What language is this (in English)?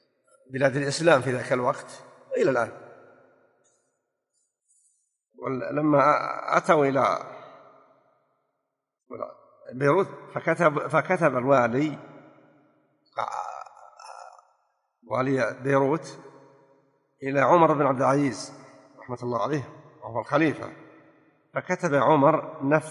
Arabic